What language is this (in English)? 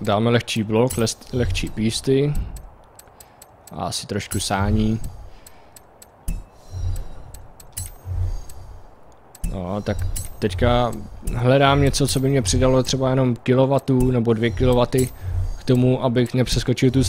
Czech